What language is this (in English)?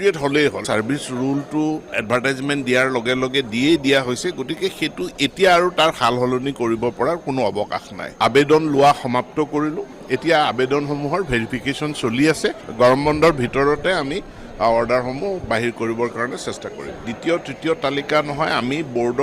Assamese